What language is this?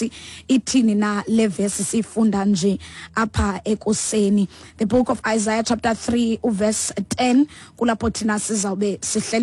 Xhosa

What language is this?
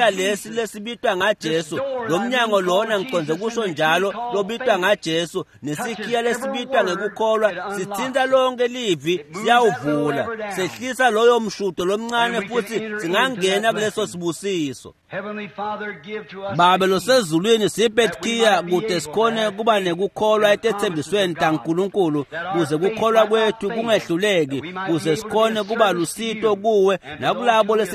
Swati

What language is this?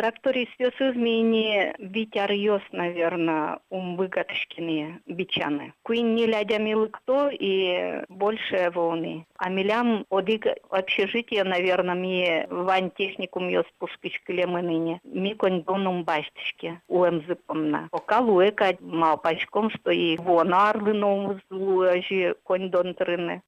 Udmurt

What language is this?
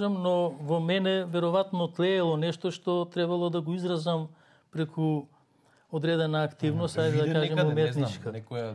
Macedonian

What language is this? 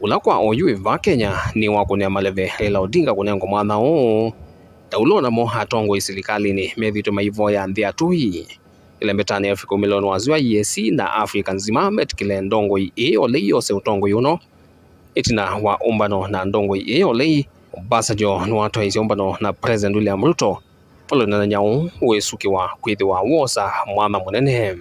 Kamba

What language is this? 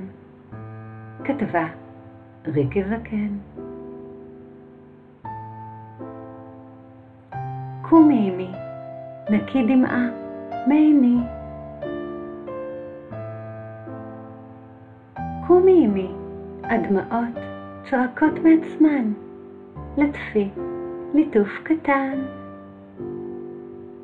Hebrew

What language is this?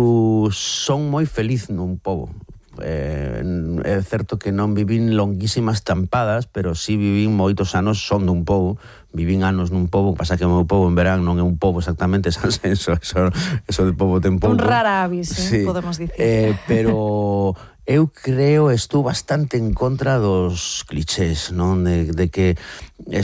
Galician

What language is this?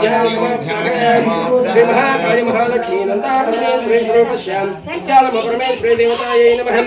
Telugu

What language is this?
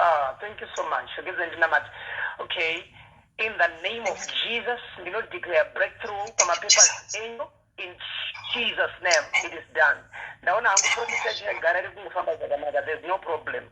Shona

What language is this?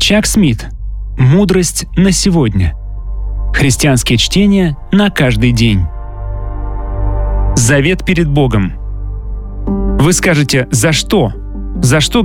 Russian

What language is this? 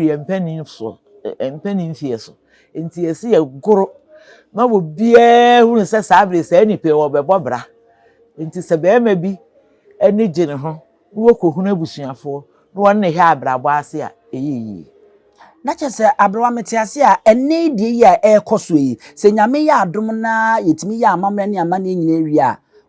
Akan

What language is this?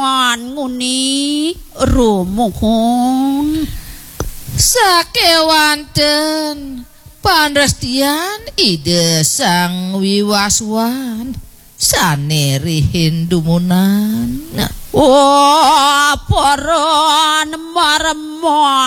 Balinese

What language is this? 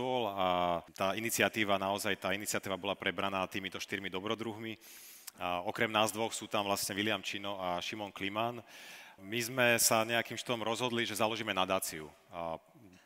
Slovak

